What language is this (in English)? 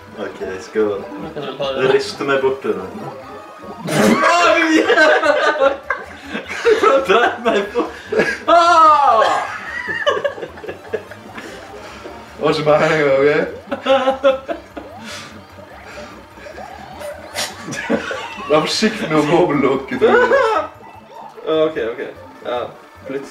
Norwegian